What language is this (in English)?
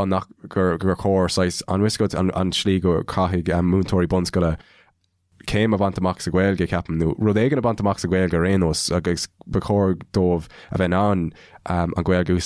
Irish